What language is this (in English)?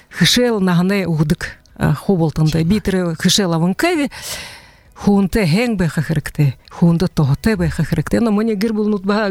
Buriat